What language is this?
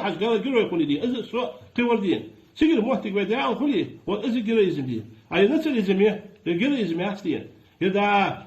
Ingush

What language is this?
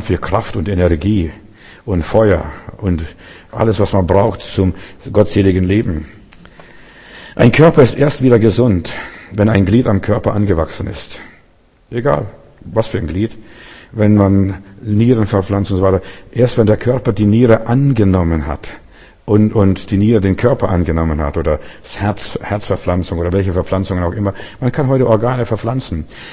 German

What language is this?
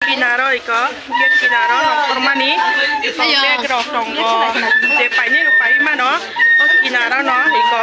Kok Borok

